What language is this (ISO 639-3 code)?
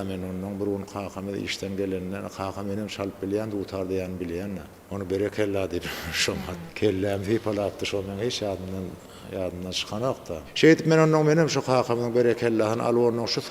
tuk